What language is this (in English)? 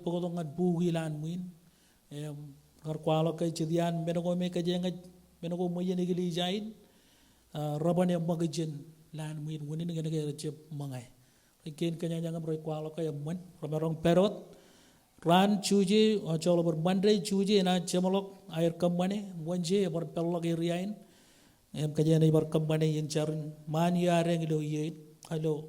Marshallese